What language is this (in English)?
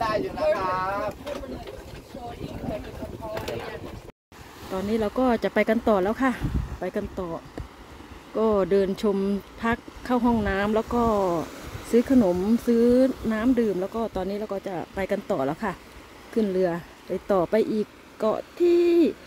Thai